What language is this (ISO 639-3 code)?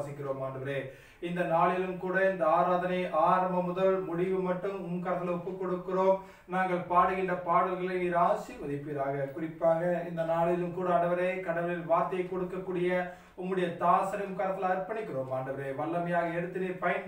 tam